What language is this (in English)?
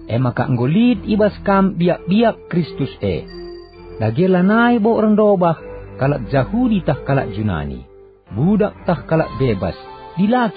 Batak Karo